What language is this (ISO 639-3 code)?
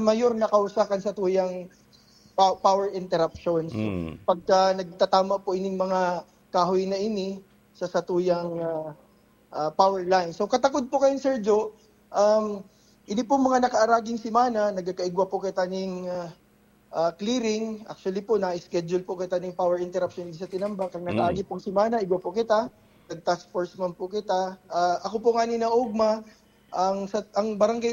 bik